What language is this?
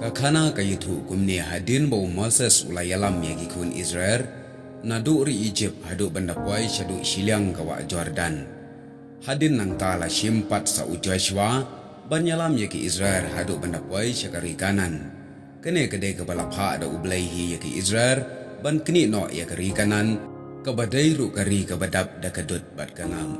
Khasi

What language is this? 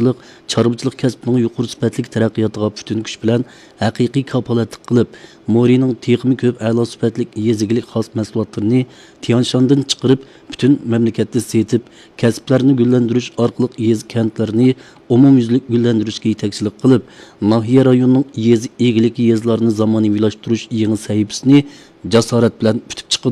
Uyghur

